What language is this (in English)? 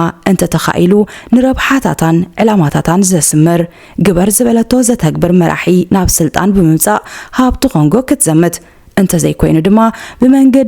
Tigrinya